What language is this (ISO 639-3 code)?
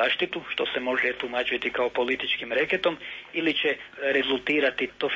srp